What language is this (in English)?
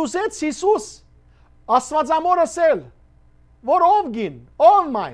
Western Armenian